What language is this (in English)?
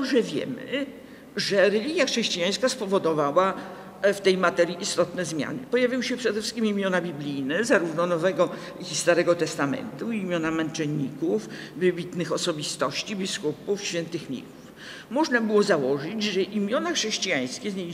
Polish